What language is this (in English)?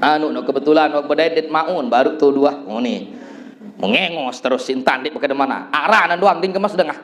Sasak